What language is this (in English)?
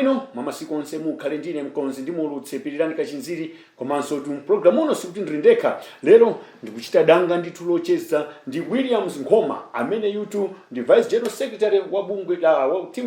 Nyanja